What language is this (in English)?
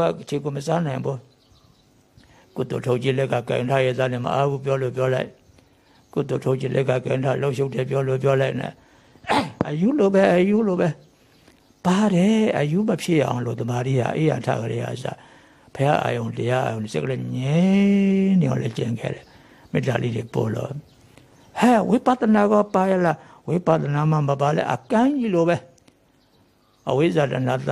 Burmese